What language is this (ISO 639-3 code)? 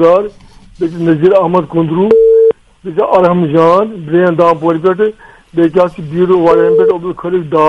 kas